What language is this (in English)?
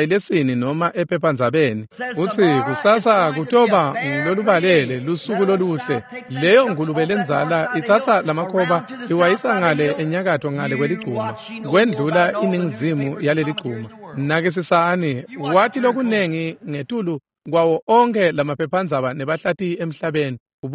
Swati